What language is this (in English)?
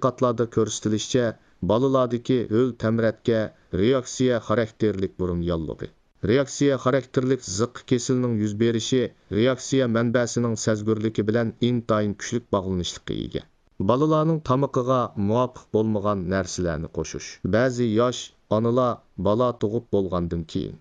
Uyghur